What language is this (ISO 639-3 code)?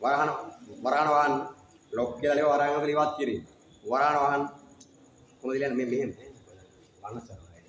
sin